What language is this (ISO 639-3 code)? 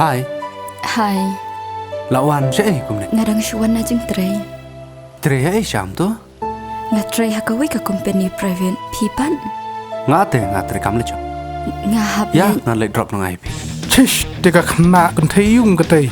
kha